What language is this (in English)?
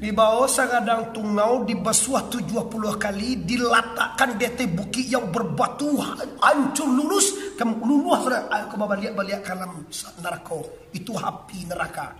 Minangkabau